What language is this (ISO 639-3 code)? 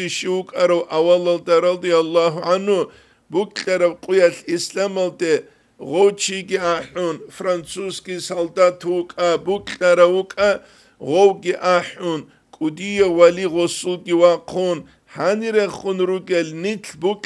ava